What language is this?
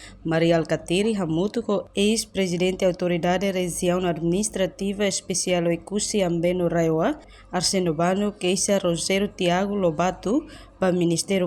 Tetum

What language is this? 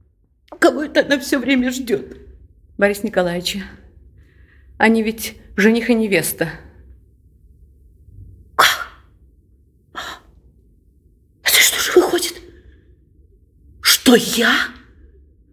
Russian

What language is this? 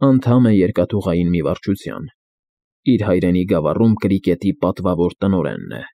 Armenian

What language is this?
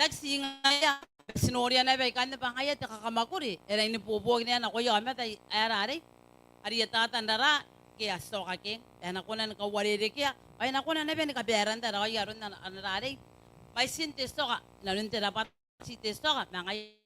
Gilbertese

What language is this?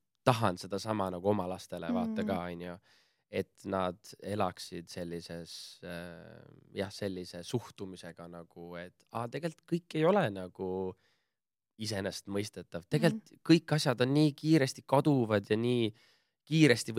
Estonian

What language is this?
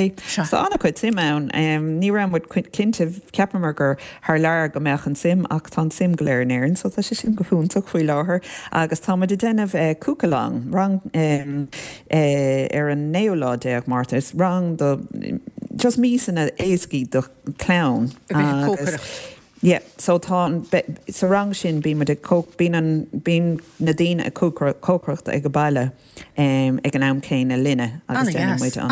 Irish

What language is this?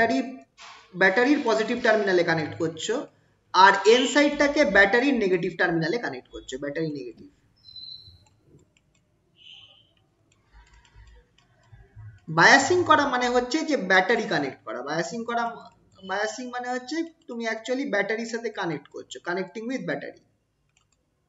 Bangla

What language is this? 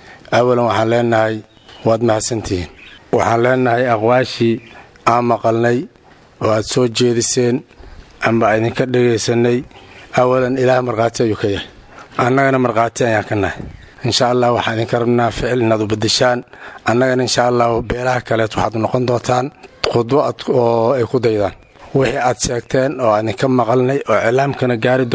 Somali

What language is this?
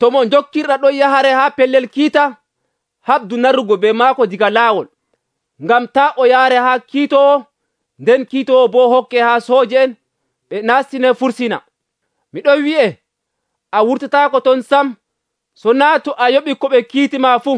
Nigerian Fulfulde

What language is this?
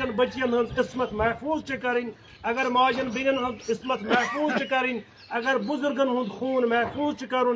Kashmiri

